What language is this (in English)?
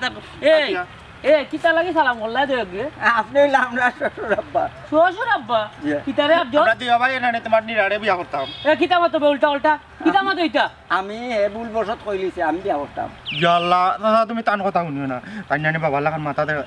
Sylheti